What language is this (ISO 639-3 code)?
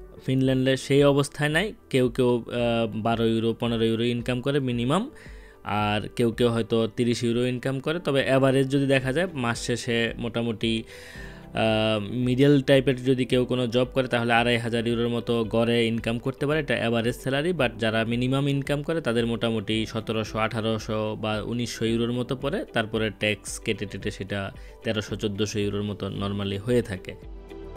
ben